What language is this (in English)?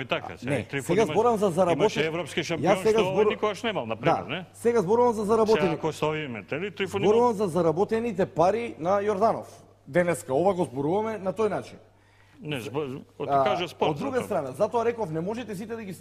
Macedonian